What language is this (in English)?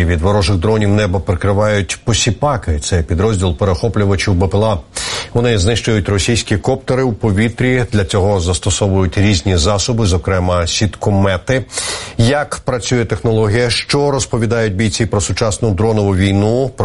Ukrainian